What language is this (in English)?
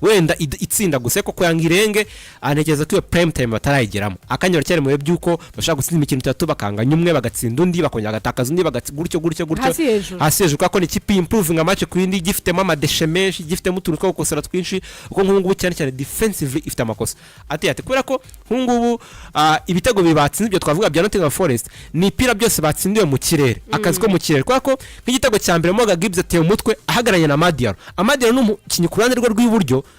Kinyarwanda